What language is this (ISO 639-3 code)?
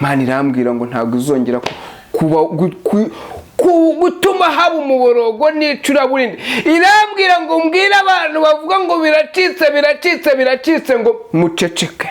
kin